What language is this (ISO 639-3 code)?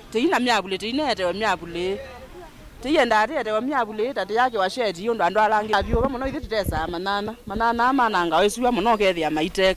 kam